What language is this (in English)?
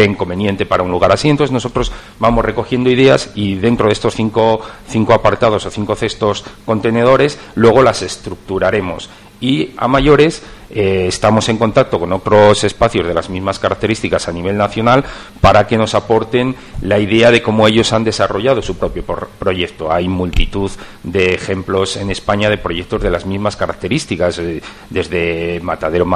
Spanish